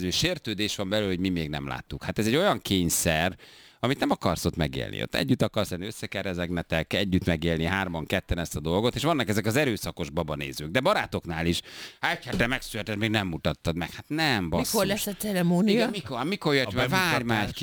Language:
Hungarian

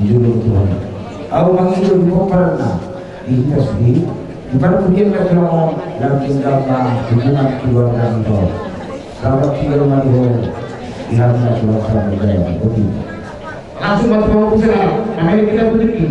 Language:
Batak Toba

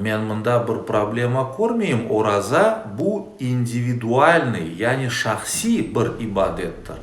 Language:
Crimean Tatar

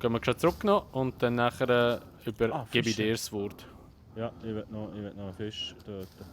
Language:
Swiss German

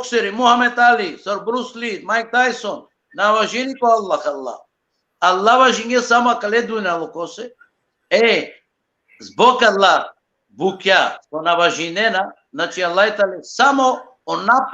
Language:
Balkan Romani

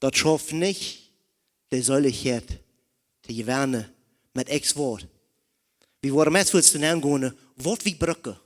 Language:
Plautdietsch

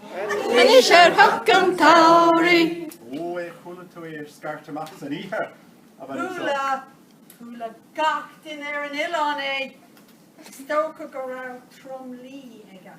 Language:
Irish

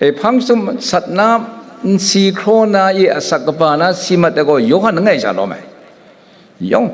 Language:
Kachin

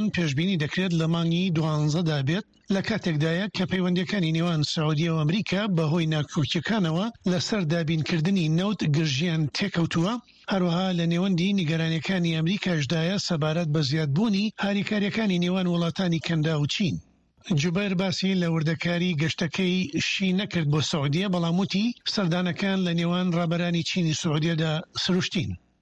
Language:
Central Kurdish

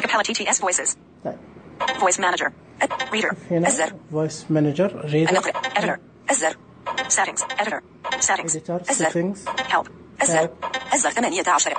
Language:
Najdi Arabic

